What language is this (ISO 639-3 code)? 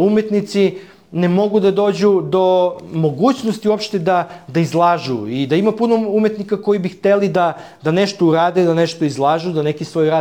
srp